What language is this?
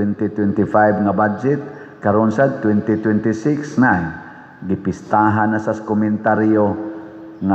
Cebuano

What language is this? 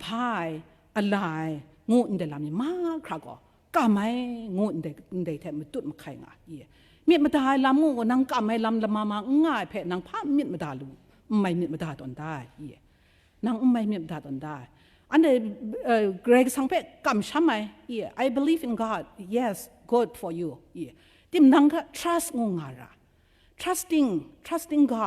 Kachin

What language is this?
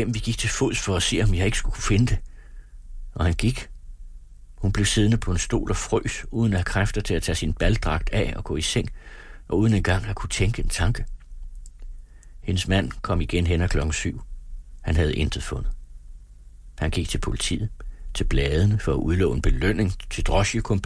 Danish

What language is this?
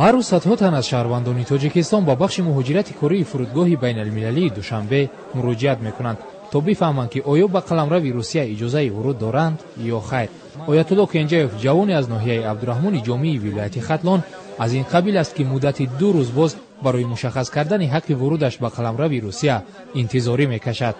Tajik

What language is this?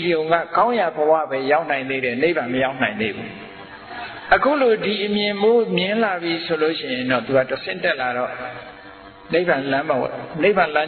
Burmese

